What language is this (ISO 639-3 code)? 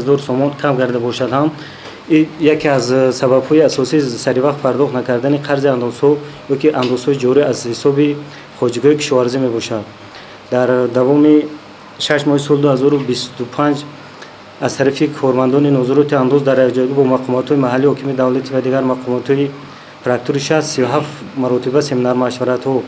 tgk